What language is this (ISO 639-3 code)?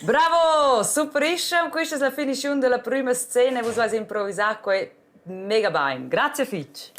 roh